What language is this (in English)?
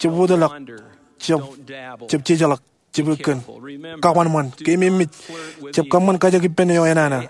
Marshallese